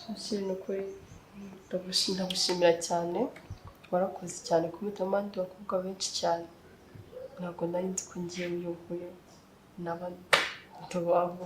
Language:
Kinyarwanda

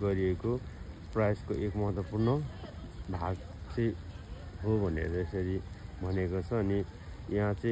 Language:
Nepali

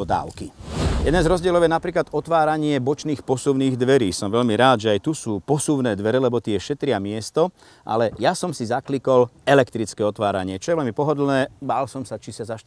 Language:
Slovak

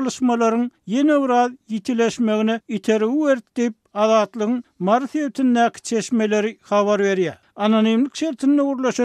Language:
Turkmen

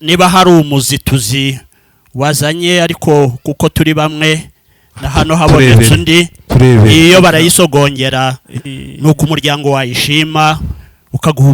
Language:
Kinyarwanda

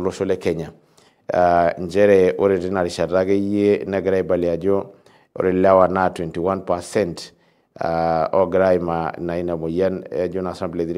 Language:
Masai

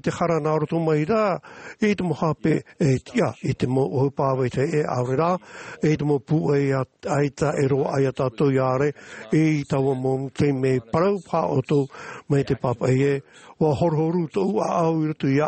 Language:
Tahitian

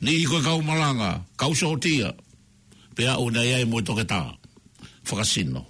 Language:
Tongan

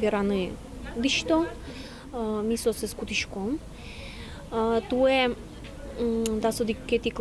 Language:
Udmurt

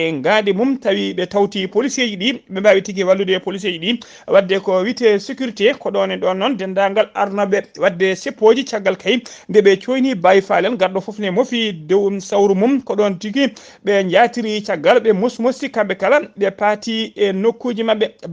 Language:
Fula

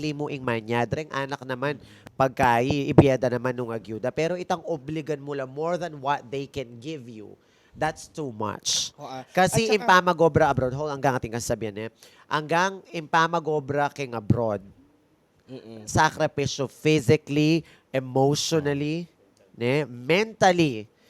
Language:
Pampanga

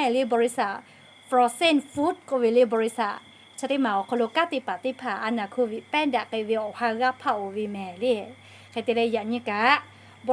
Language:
Lahu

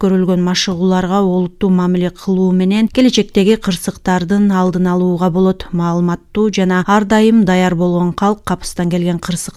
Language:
Kyrgyz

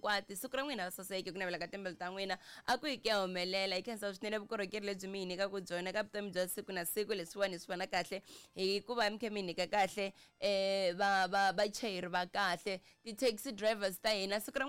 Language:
Tsonga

